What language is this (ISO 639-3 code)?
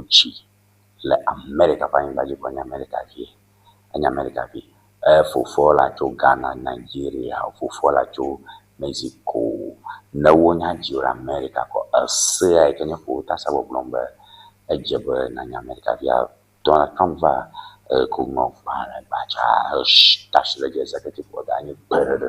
ewe